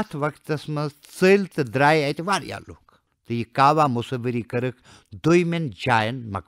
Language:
Kashmiri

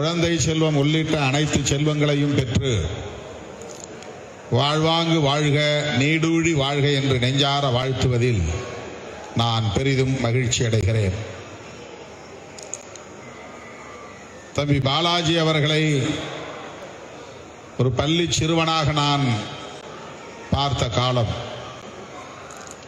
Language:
Tamil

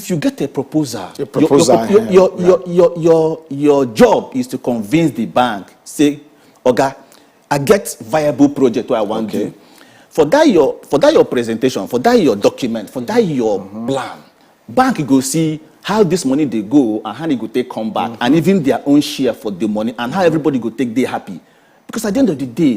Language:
Nigerian Pidgin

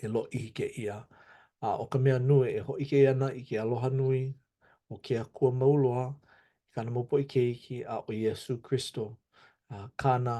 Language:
Hawaiian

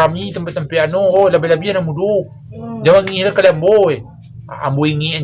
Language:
Minangkabau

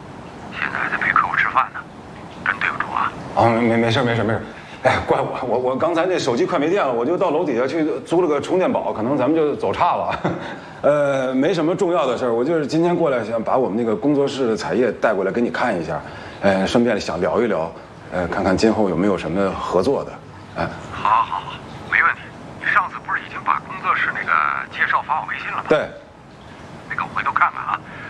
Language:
Chinese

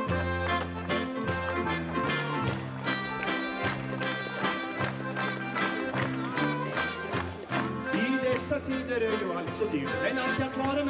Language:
Norwegian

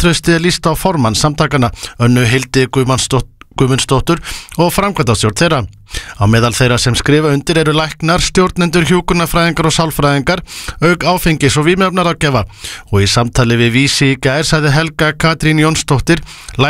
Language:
Icelandic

